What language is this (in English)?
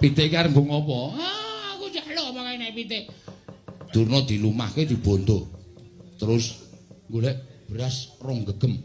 Javanese